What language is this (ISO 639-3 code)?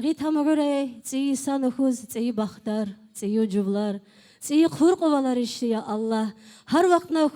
tab